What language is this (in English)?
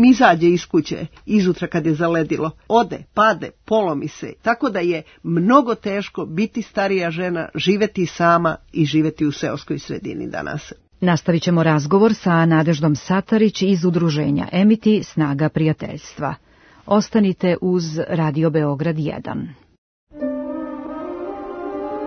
Serbian